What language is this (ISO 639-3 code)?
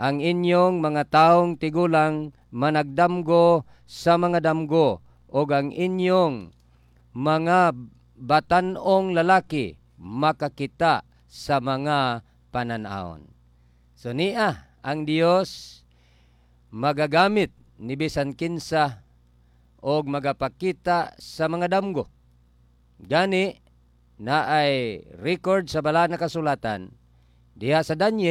ceb